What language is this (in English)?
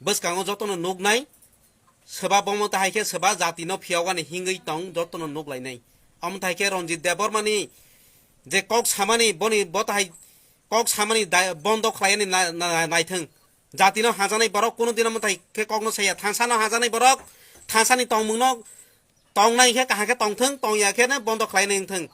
Kok Borok